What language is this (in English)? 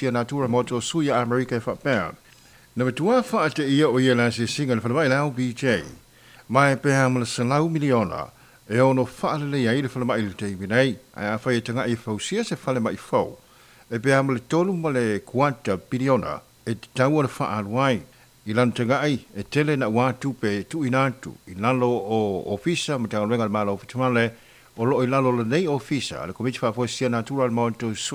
Samoan